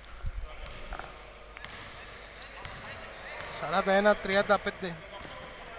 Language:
Greek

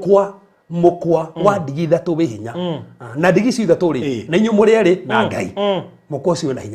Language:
Kikuyu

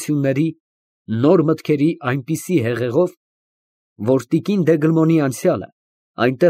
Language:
Armenian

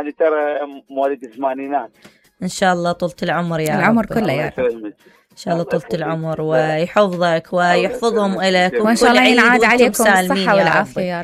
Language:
Mesopotamian Arabic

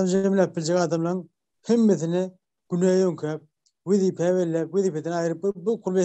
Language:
Turkmen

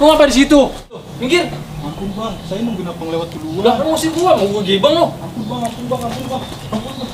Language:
Betawi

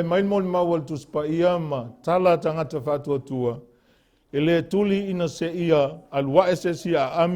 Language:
Samoan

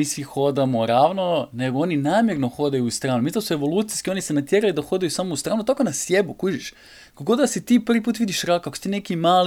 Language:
Serbian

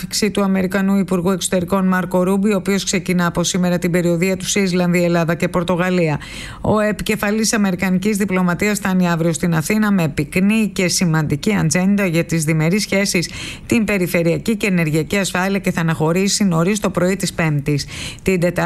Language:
Greek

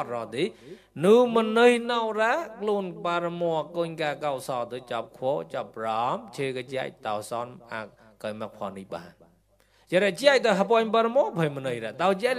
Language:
Mon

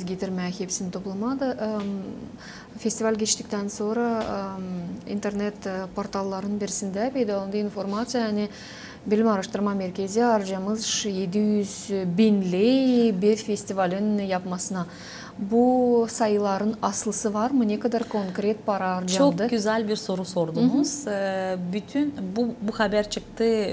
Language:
Gagauz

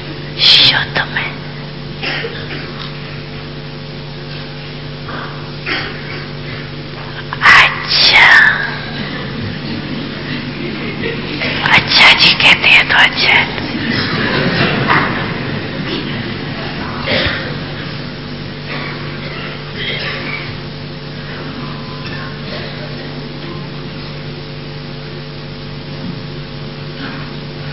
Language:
Hindi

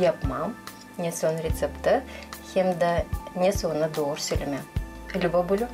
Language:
Gagauz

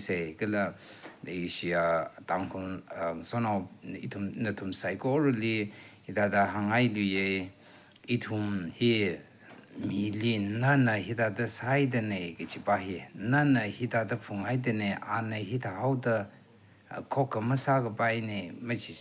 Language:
Tangkhul Naga (India)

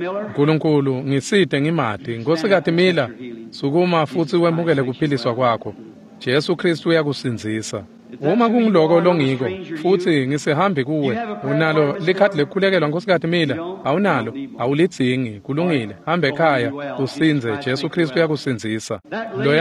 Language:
Swati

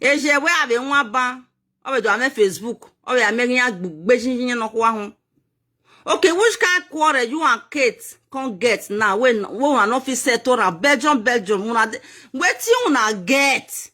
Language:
Nigerian Pidgin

